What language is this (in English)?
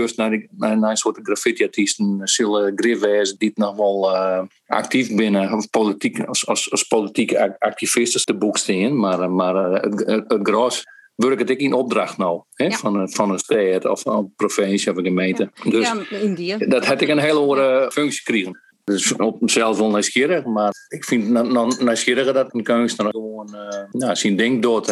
Western Frisian